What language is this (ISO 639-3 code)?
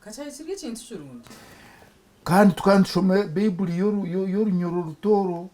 nyn